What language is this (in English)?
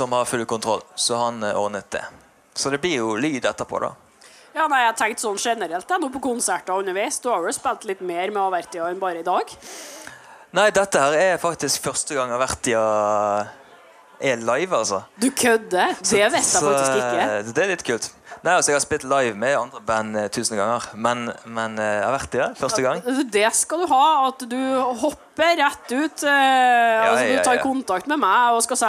Norwegian